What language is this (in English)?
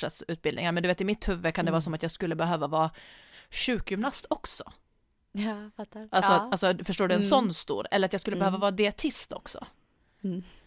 Swedish